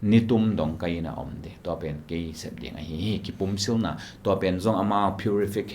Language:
Tedim Chin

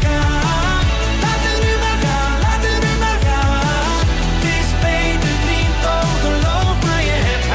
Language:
Dutch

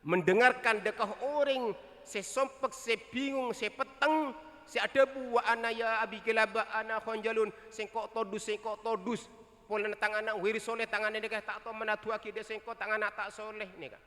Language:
Madurese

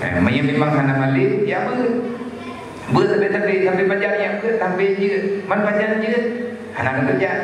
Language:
Achinese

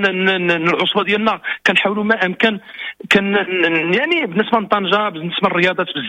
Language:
Moroccan Arabic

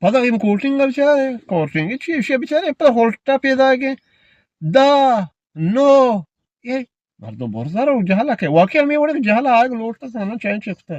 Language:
Eastern Balochi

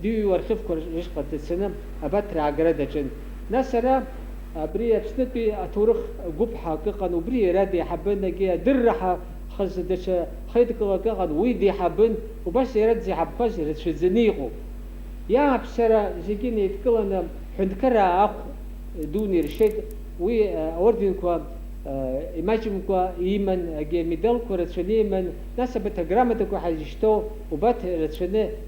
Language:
Abkhazian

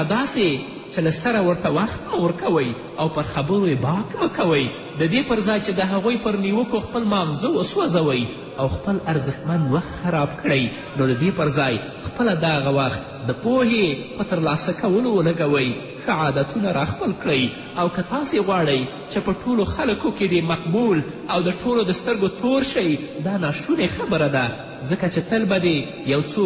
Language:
Pashto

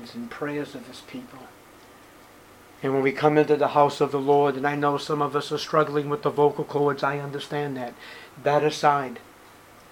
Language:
English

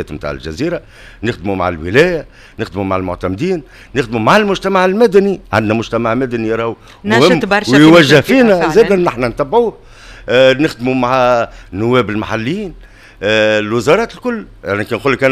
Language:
Tunisian Arabic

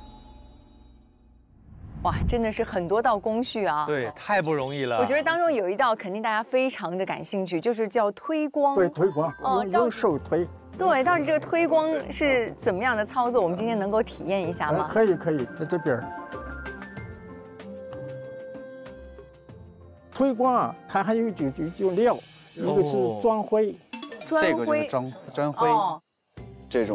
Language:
Chinese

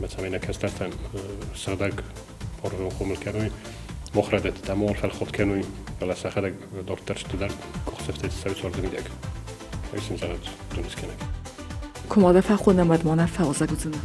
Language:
Ossetic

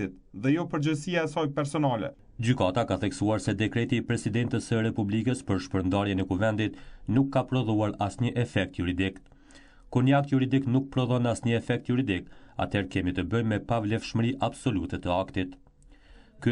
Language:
Albanian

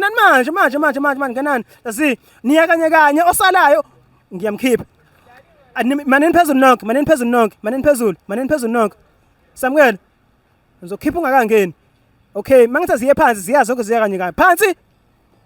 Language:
Zulu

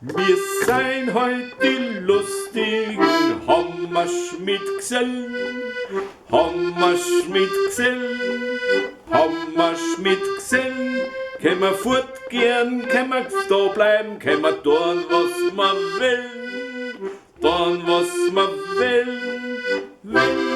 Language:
Bavarian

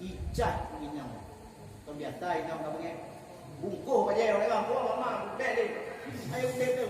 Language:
Achinese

